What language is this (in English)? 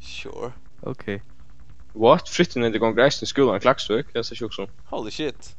Faroese